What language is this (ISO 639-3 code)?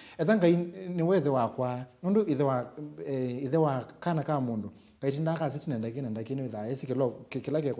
kam